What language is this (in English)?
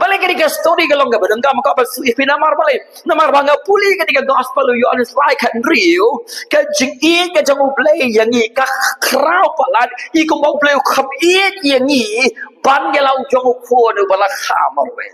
Khasi